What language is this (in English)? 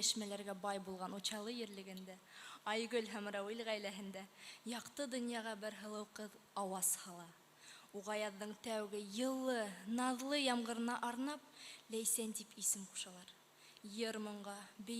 Bashkir